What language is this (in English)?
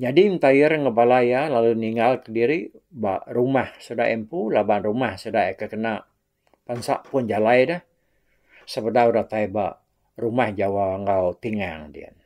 Iban